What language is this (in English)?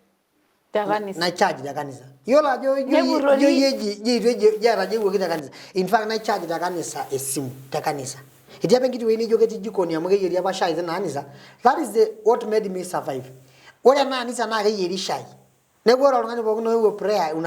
Masai